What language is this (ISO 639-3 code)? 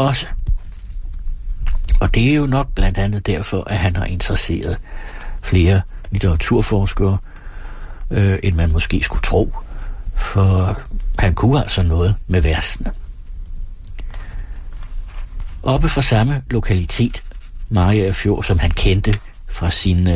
dan